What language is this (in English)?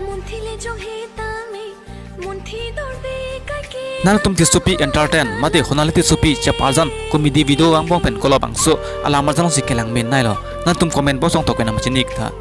Karbi